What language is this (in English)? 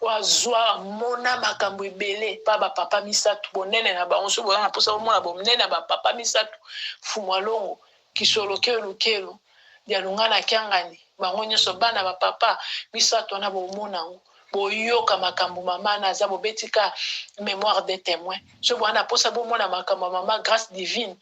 Lingala